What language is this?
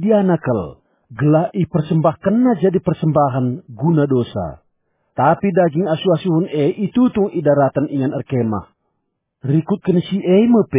Batak Karo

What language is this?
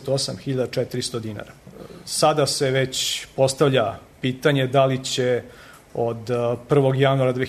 Serbian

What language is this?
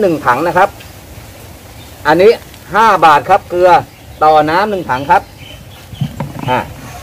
Thai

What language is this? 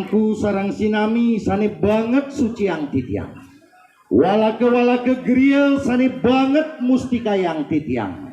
Balinese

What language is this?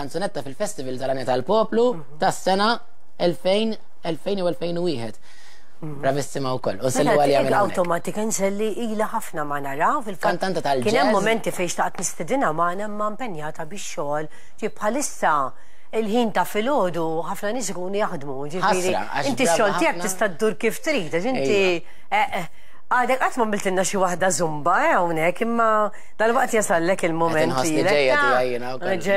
Maltese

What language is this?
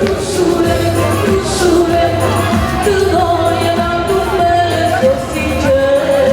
Neapolitan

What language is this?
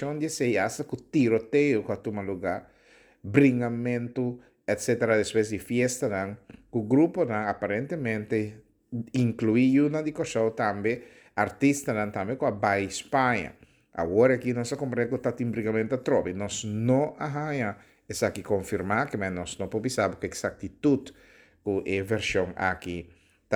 Papiamento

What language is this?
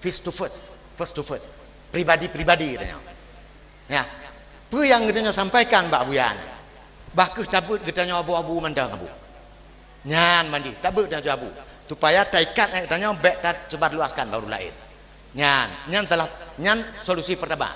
Achinese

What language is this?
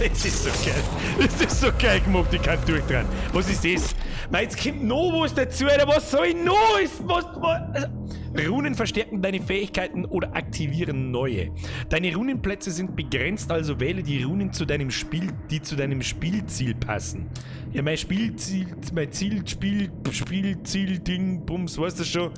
Bavarian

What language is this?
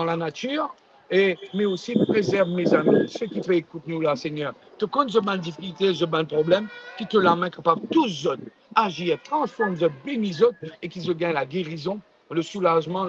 Morisyen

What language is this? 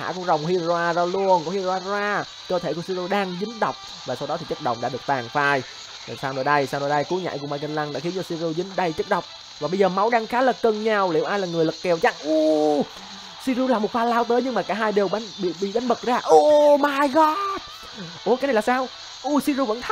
Vietnamese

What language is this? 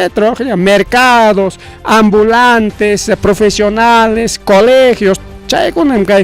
Ayacucho Quechua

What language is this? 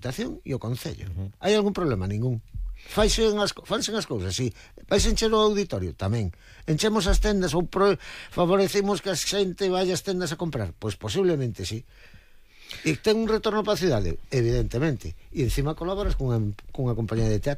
Galician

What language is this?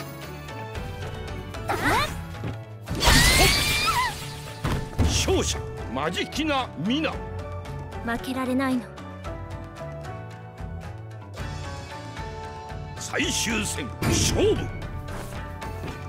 Japanese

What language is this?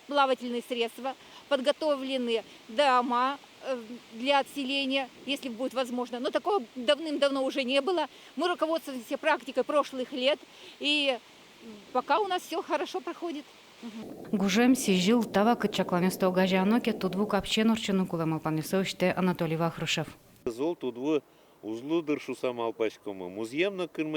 Udmurt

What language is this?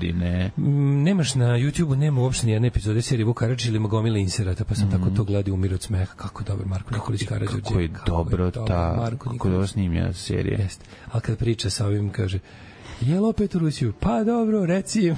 Serbian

